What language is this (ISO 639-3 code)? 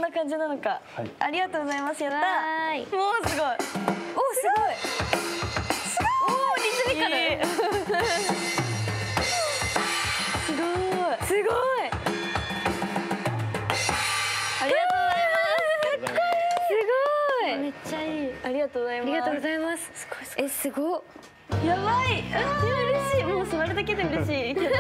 jpn